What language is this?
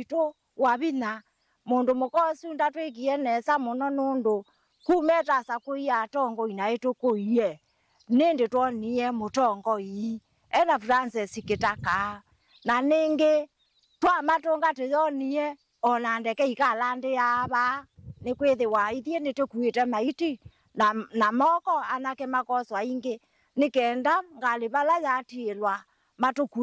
Kamba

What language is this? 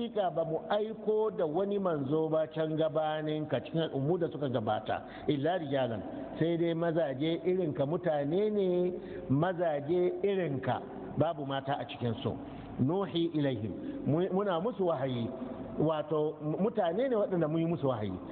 Hausa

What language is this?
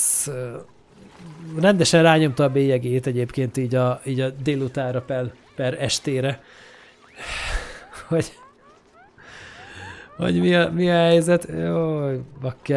Hungarian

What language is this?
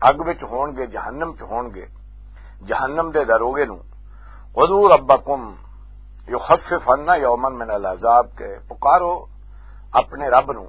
Western Panjabi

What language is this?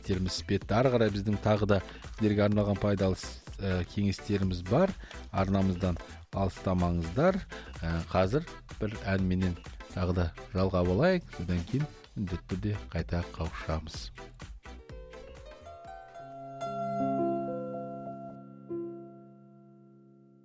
Kazakh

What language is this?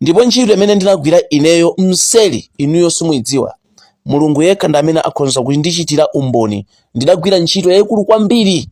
Nyanja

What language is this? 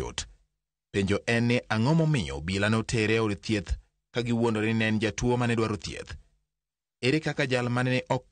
Luo (Kenya and Tanzania)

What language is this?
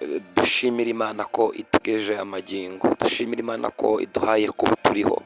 Kinyarwanda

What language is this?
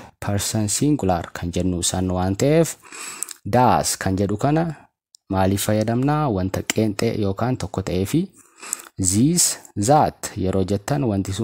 Oromo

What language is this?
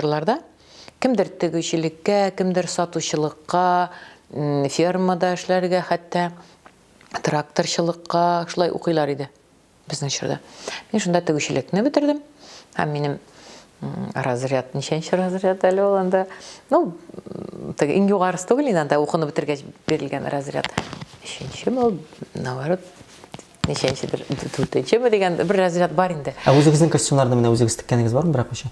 Tatar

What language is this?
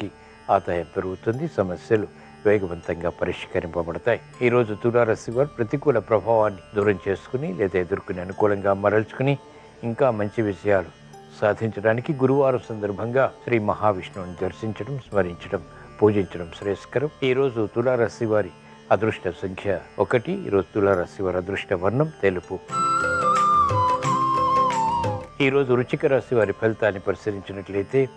Telugu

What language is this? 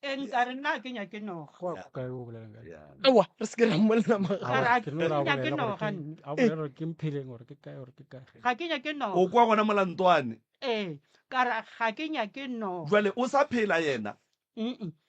Northern Sotho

